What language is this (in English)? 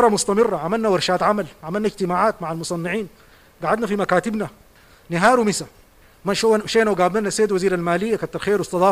Sudanese Arabic